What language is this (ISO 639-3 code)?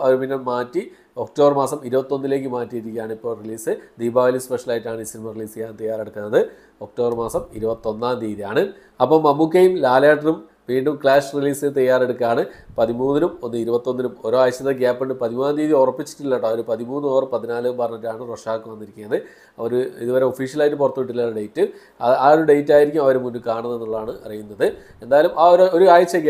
mal